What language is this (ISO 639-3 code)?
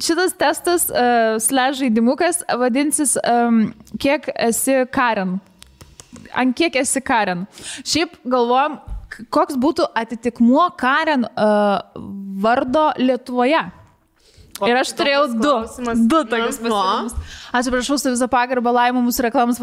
lit